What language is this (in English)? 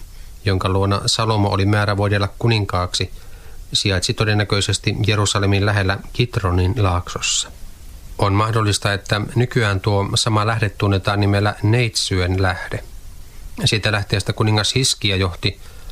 Finnish